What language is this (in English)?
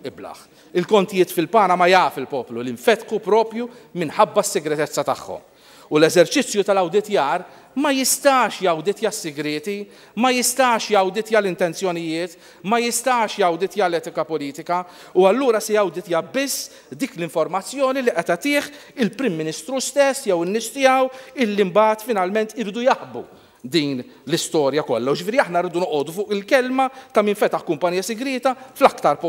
Maltese